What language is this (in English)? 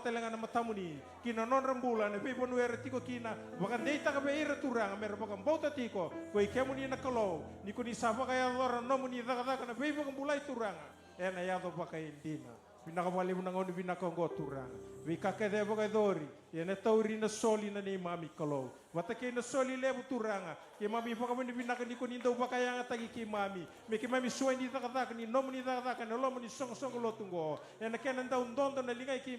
Fijian